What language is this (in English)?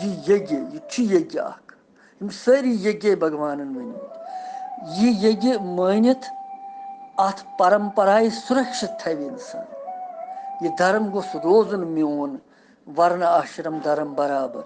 Kashmiri